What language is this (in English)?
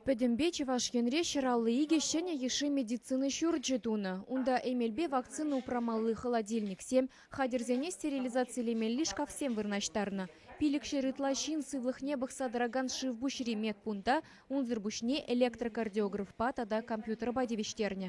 Chuvash